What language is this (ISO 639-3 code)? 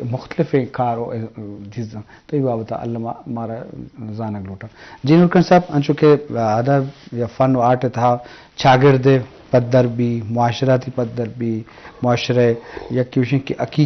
bgp